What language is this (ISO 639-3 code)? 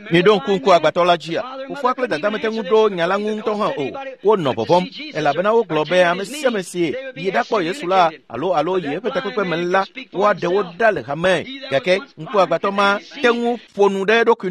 ewe